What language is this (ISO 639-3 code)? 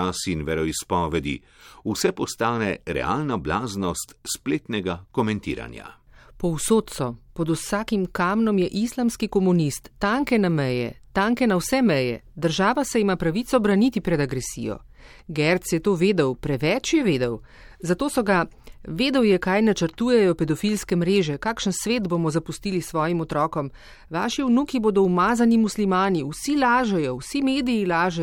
slv